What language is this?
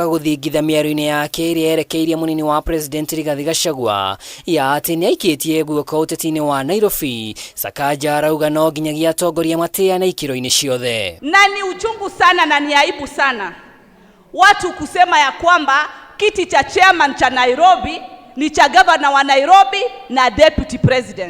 Kikuyu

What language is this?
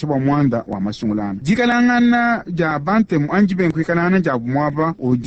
Luba-Lulua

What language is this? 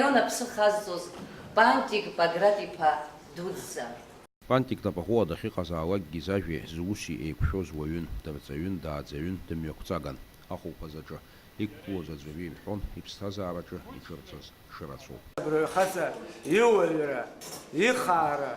Abkhazian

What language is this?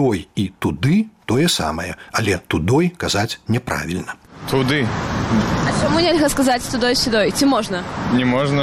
Belarusian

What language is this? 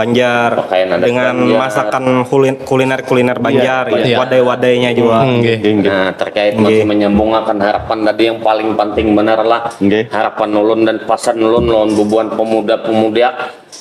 Banjar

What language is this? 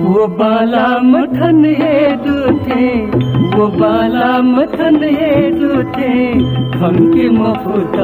Newari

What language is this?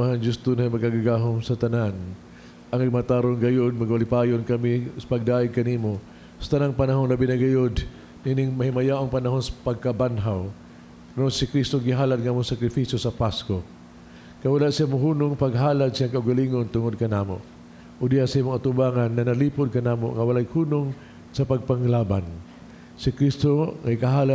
Cebuano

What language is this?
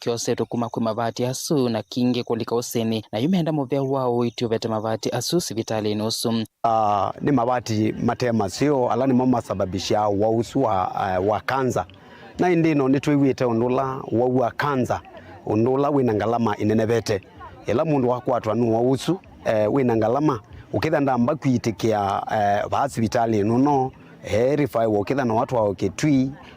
Kamba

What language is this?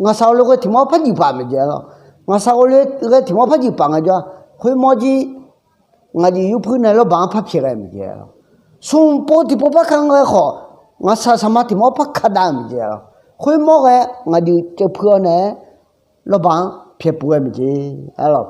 Akha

